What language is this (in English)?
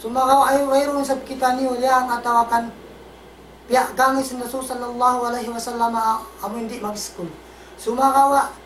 Tausug